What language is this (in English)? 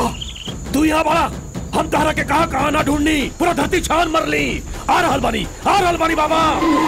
Bhojpuri